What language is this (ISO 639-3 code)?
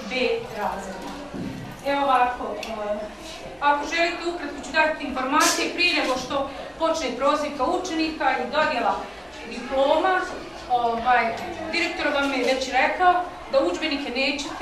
bos